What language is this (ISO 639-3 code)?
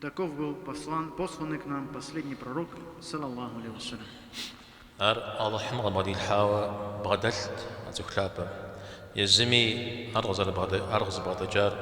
kbd